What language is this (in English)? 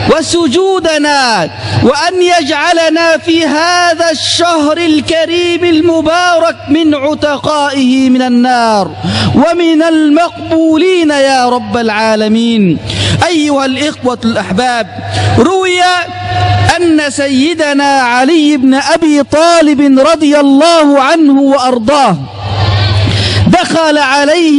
Arabic